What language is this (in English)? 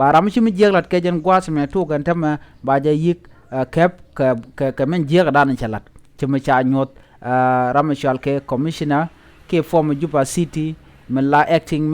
Nuer